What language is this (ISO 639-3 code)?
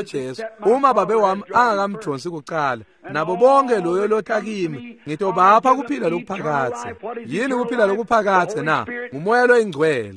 ssw